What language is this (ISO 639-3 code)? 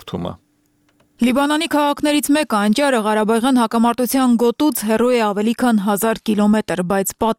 hye